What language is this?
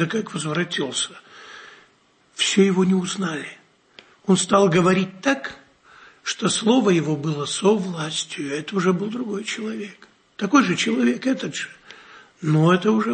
Russian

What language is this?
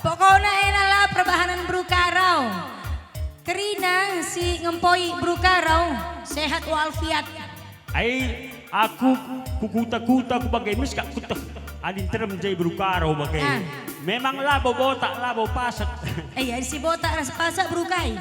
Batak Karo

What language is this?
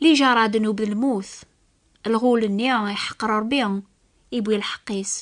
Kabyle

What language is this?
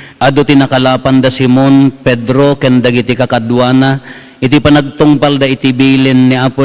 Iloko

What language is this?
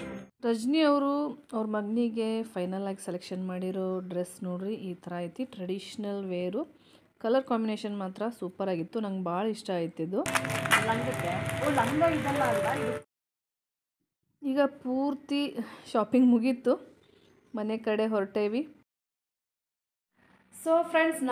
Kannada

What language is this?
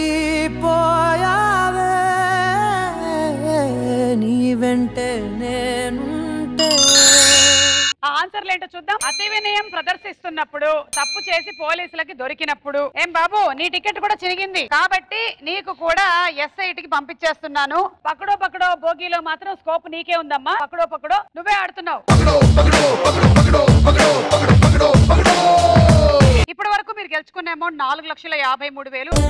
Telugu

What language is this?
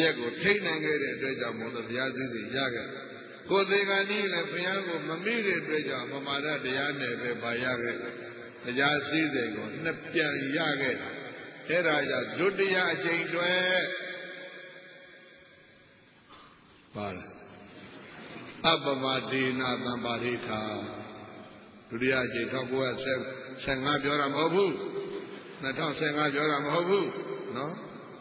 Burmese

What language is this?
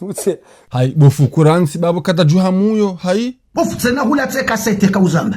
Ngazidja Comorian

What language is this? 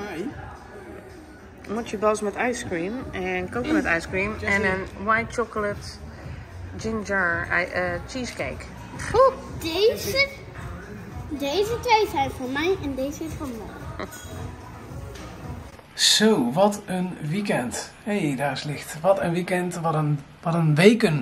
Dutch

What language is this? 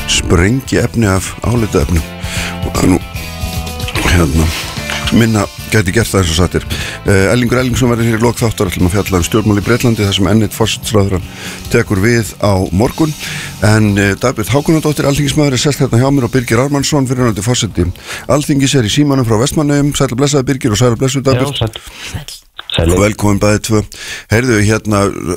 Icelandic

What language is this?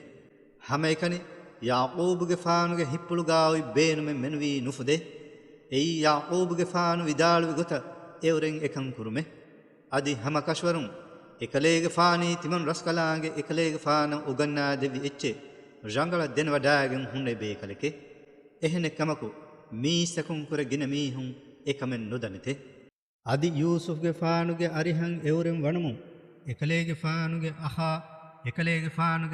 Divehi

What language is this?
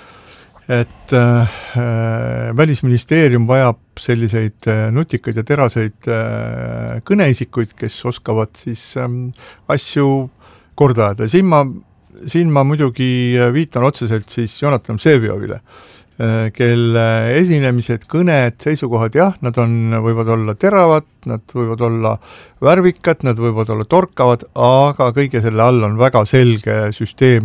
Estonian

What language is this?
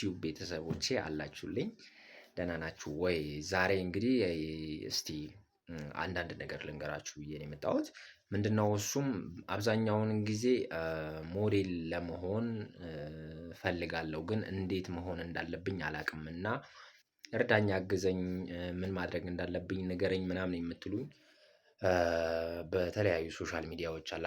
Amharic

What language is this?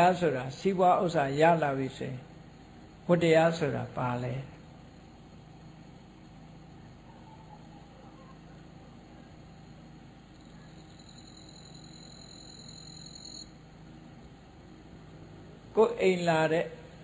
Burmese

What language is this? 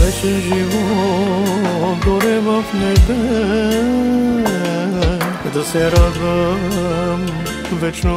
Bulgarian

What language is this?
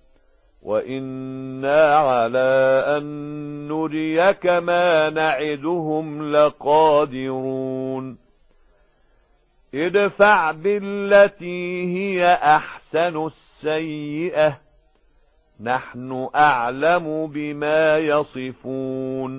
Arabic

